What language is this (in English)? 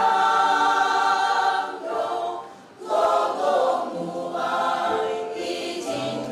Batak Simalungun